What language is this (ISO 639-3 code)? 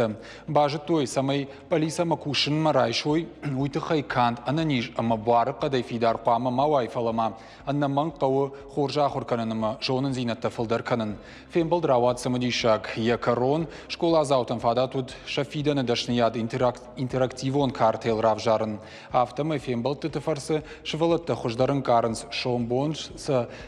oss